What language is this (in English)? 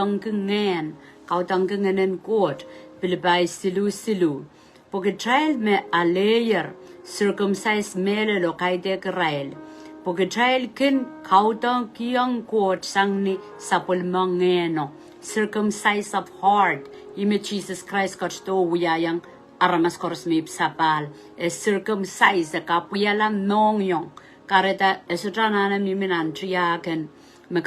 Pohnpeian